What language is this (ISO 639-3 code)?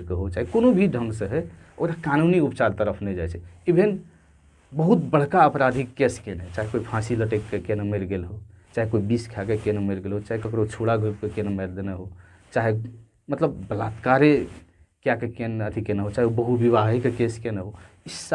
mai